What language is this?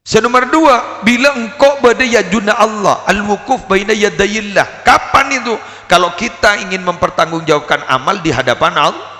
Madurese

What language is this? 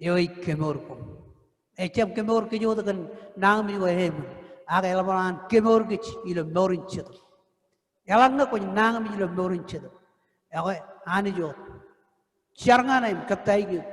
Marshallese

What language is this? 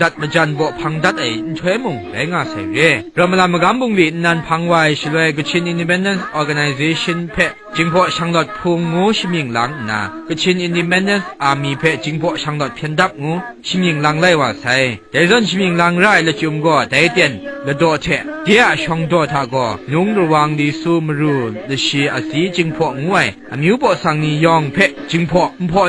Kachin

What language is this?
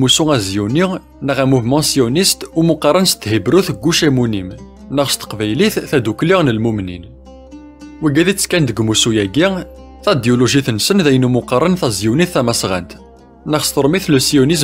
Kabyle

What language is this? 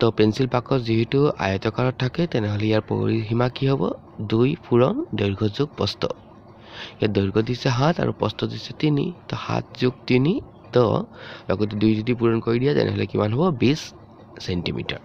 Assamese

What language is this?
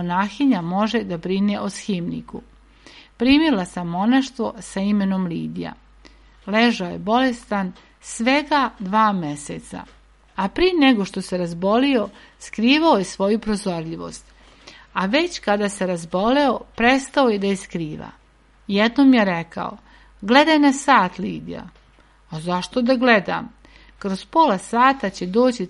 Serbian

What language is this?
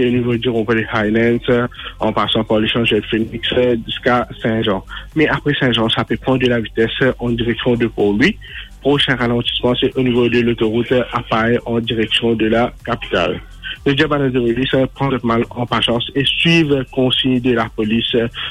Morisyen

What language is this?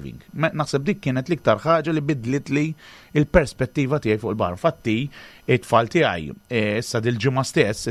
Maltese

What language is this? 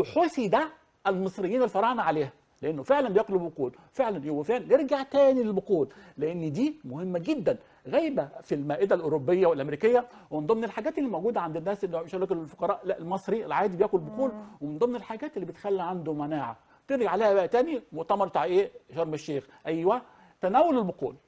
Egyptian Arabic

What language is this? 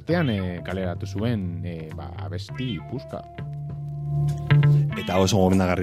Basque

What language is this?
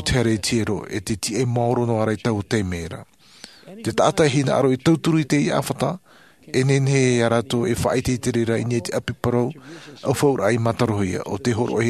Tahitian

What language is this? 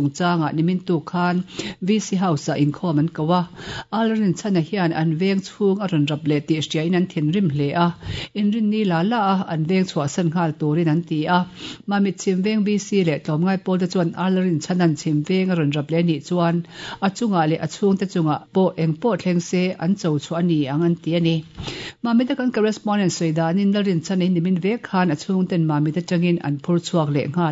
Mizo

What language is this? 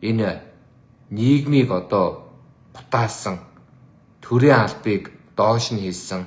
Mongolian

